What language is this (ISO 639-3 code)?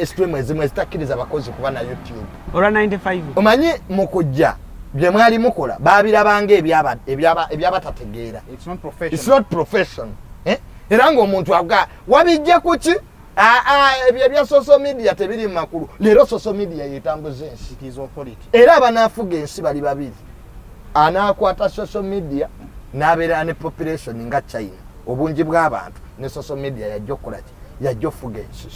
lug